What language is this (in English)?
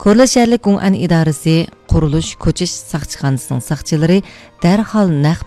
Uyghur